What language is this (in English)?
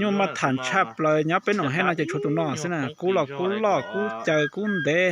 Hmong